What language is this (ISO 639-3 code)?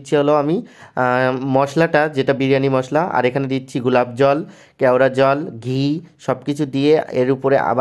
ben